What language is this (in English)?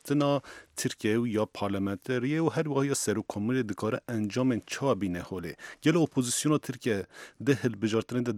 Kurdish